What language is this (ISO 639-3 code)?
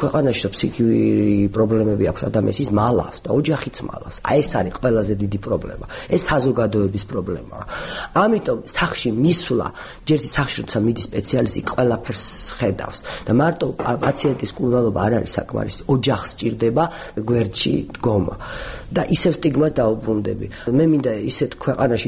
kat